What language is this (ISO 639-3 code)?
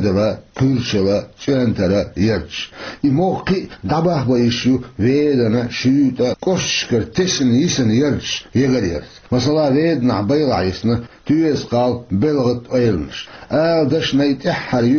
che